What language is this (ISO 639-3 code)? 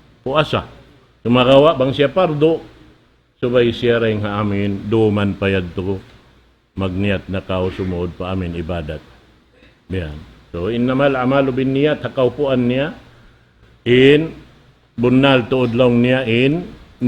tsg